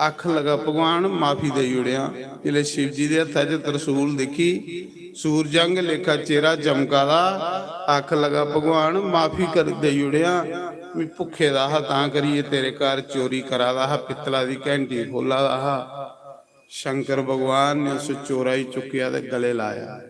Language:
Dogri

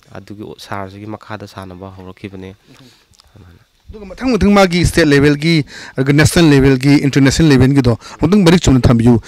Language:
Manipuri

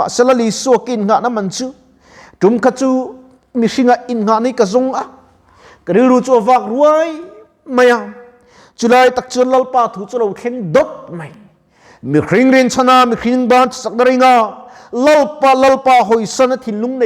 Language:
Mizo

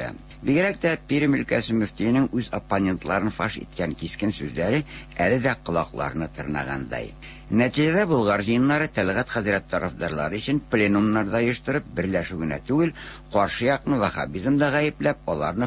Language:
Tatar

